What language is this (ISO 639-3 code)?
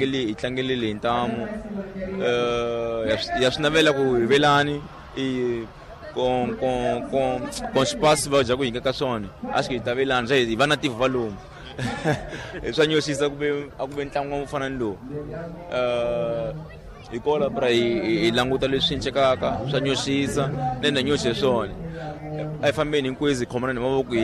tso